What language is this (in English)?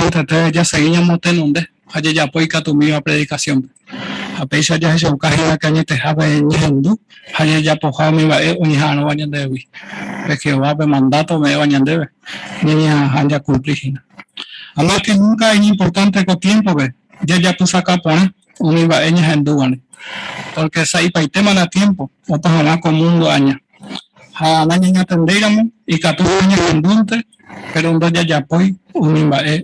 Guarani